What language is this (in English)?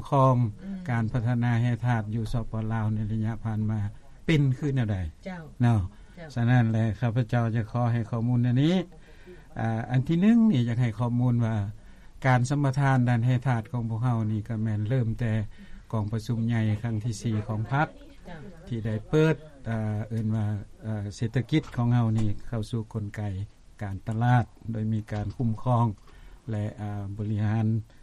Lao